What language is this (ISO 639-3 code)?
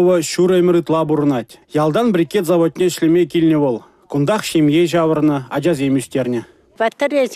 chv